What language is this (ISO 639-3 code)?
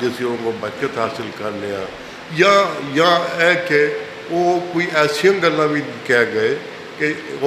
lah